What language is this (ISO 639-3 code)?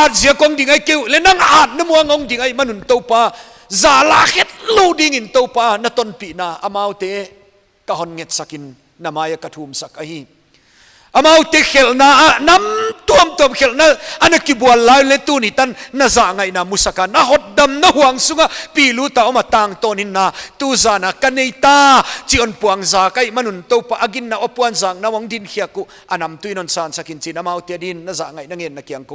pck